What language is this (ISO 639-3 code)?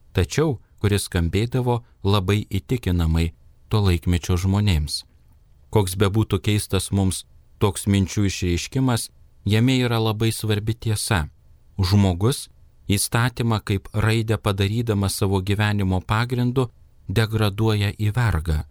lit